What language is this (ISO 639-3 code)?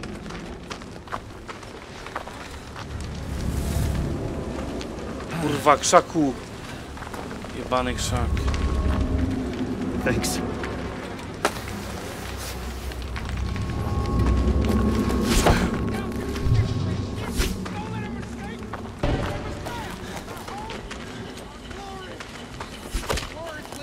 pol